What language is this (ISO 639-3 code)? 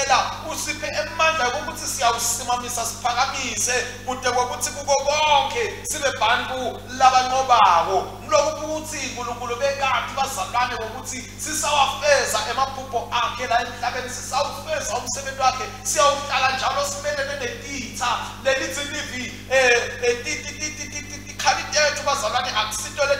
ssw